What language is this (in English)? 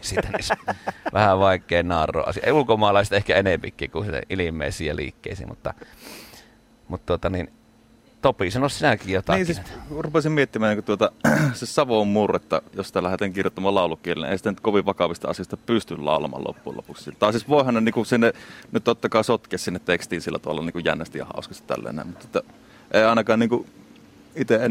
Finnish